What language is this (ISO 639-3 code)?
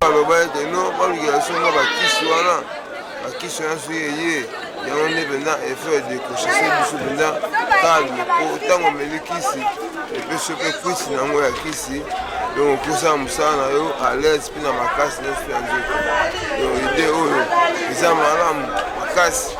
lin